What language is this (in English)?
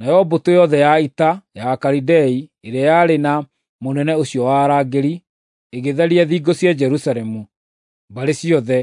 Kikuyu